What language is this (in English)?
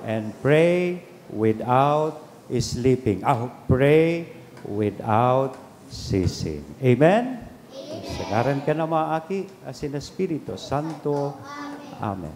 Bikol